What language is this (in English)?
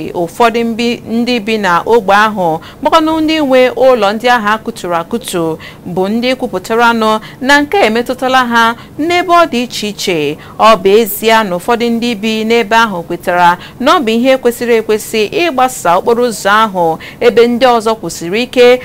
Igbo